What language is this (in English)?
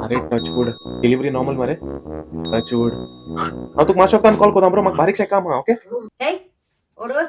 Konkani